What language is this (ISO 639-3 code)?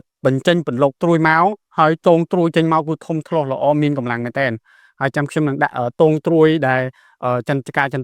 khm